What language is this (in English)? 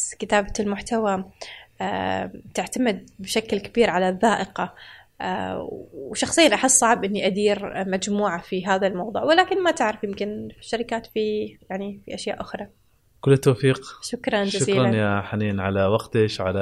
Gulf Arabic